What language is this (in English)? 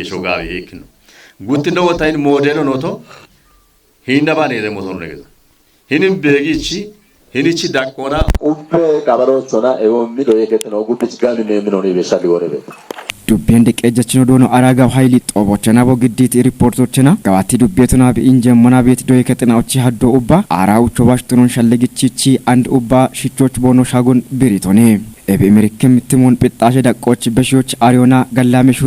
Kafa